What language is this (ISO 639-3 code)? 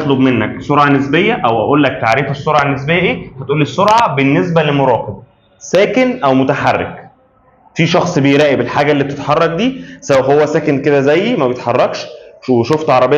arz